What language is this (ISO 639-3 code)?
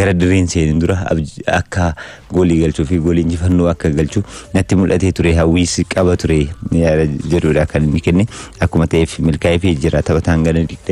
orm